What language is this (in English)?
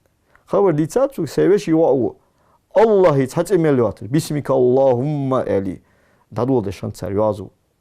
Ingush